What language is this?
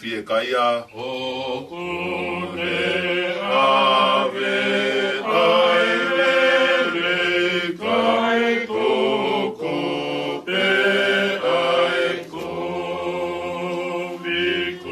Tongan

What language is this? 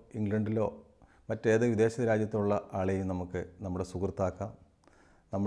Malayalam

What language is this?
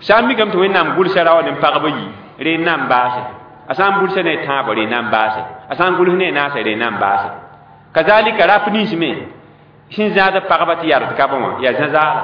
Mossi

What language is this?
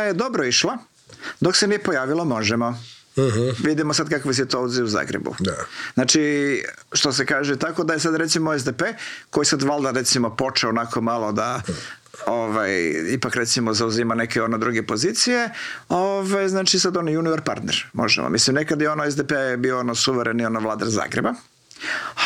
Croatian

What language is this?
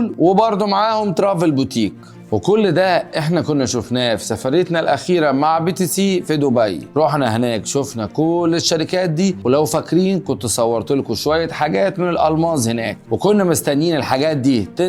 Egyptian Arabic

